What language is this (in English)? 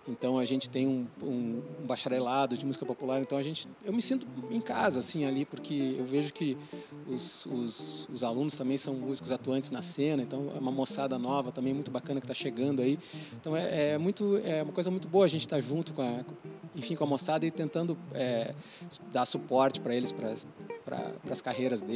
Portuguese